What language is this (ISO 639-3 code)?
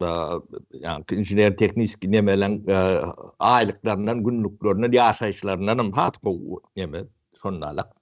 tuk